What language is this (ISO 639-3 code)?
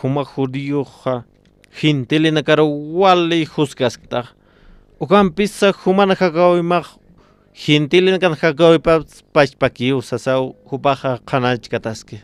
aym